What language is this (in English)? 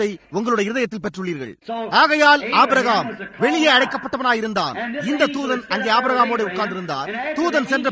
Tamil